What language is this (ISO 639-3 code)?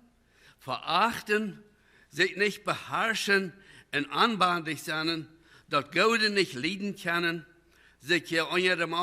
pdt